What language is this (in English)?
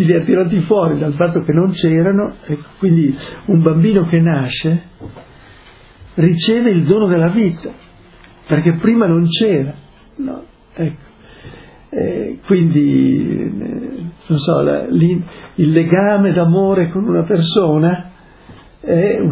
Italian